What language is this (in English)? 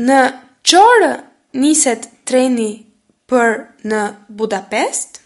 Albanian